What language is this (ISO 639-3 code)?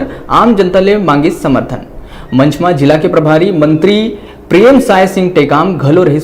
hne